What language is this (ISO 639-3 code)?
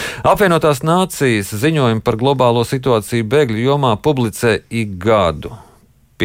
lav